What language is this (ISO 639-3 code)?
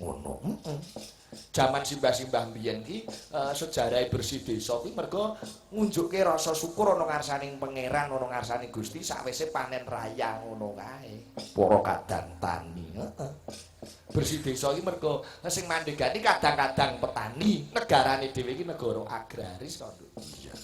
jav